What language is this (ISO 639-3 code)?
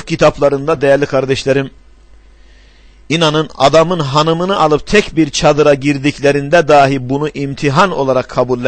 tur